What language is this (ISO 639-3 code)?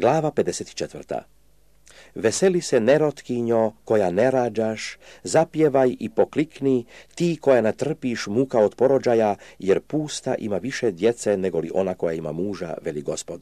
srp